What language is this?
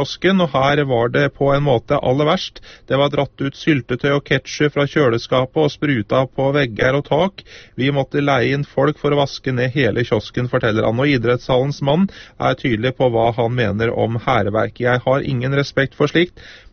Norwegian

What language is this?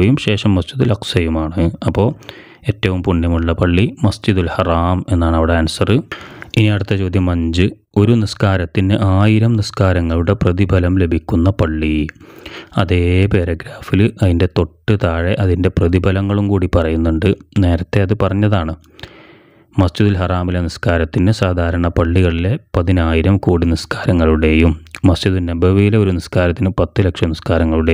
Malayalam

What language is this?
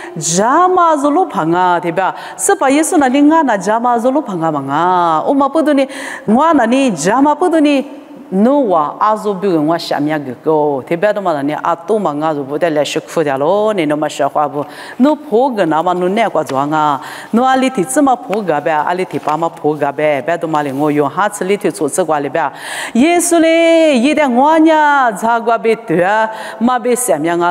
Lisu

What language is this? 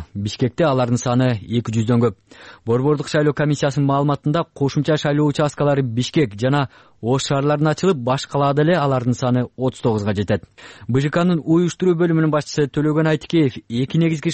Kyrgyz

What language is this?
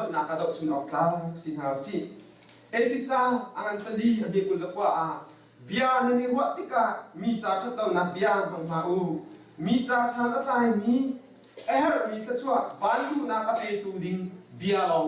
Hakha Chin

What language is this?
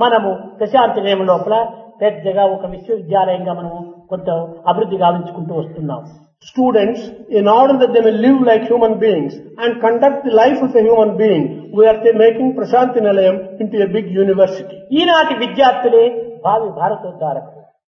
Telugu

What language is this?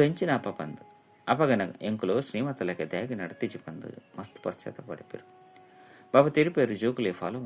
Tulu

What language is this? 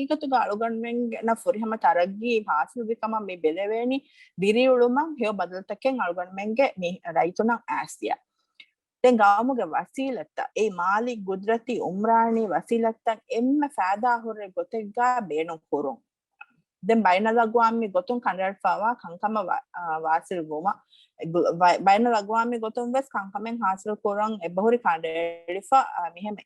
Divehi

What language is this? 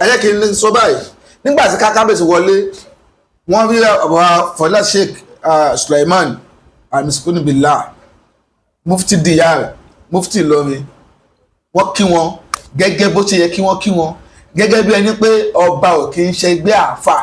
Yoruba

